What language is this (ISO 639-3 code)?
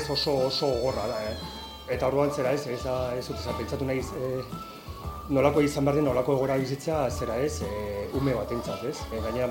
eus